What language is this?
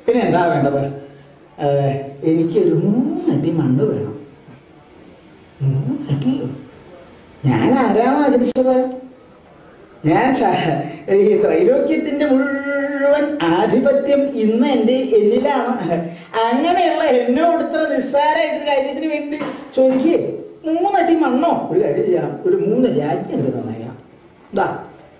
Malayalam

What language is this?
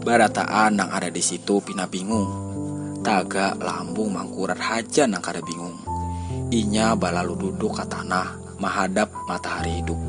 Banjar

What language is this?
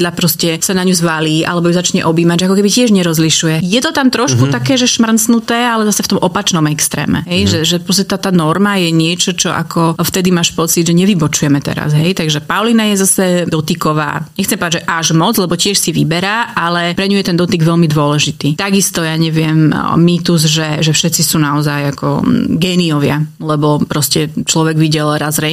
Slovak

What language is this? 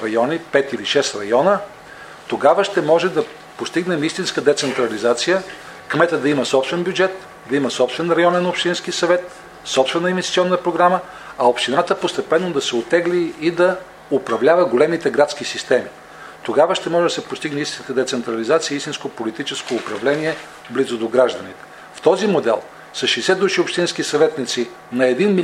Bulgarian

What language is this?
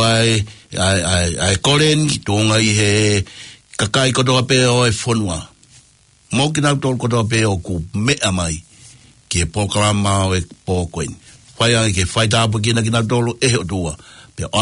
Tongan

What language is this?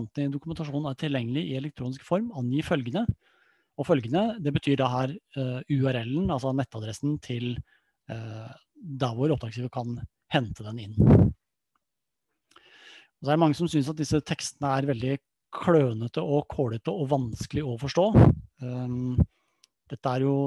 Norwegian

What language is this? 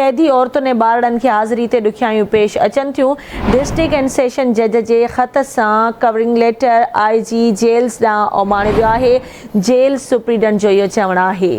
Sindhi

